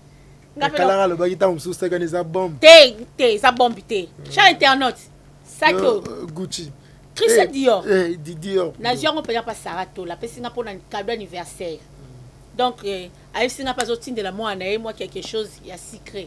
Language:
Lingala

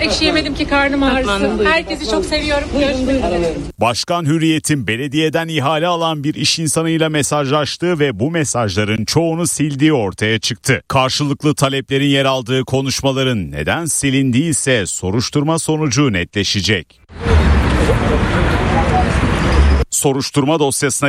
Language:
Turkish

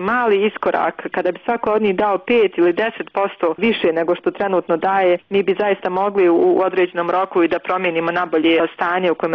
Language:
Bosnian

